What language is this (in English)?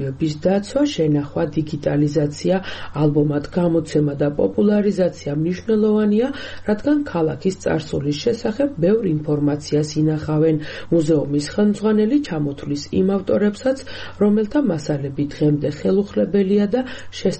Georgian